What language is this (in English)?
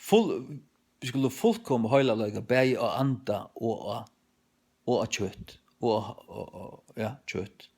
Faroese